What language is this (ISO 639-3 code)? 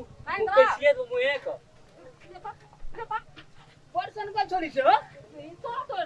mai